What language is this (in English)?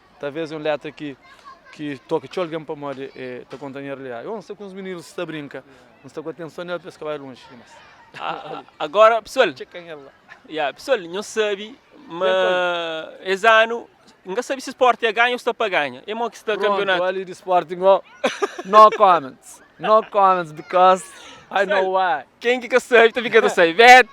Kabuverdianu